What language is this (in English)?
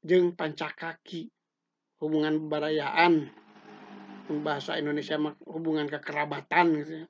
Sundanese